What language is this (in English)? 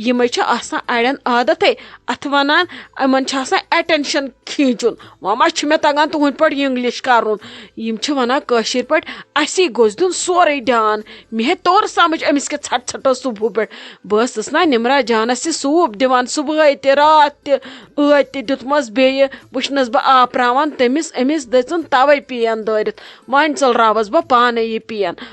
Kashmiri